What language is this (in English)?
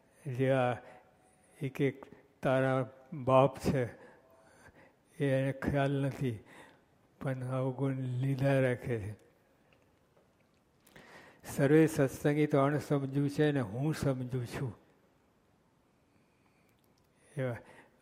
Gujarati